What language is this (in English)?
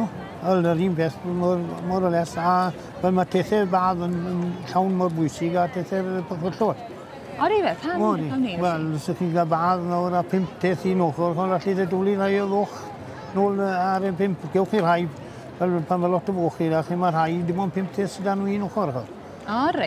Welsh